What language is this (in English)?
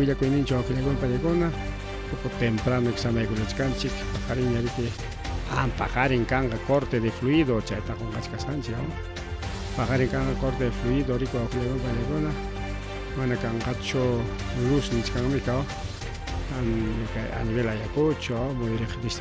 Ayacucho Quechua